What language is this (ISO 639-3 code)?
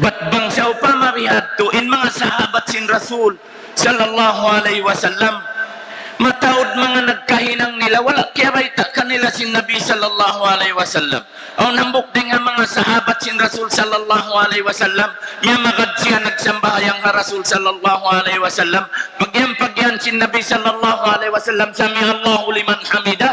tsg